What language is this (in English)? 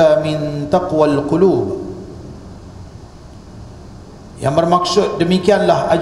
Malay